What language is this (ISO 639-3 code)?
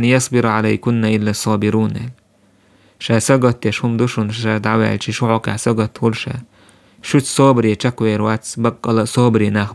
che